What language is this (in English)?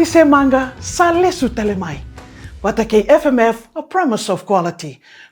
Fijian